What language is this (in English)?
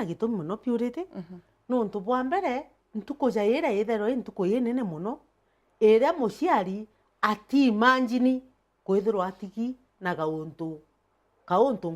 Meru